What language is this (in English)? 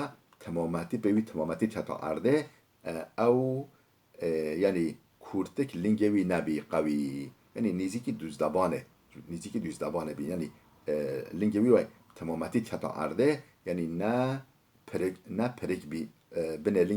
Kurdish